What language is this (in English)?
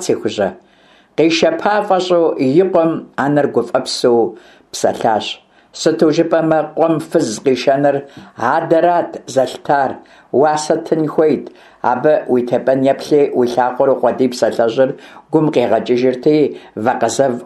Kabardian